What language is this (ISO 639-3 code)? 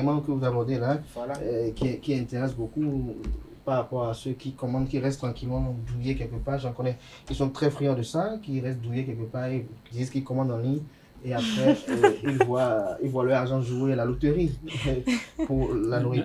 fra